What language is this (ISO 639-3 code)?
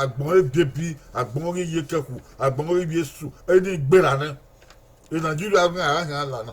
bin